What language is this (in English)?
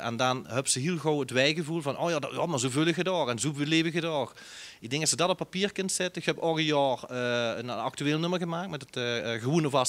Limburgish